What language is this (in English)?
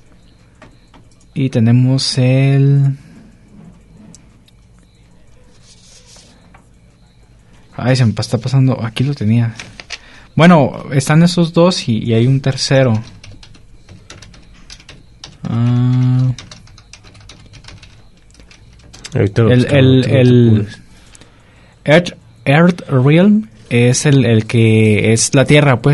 Spanish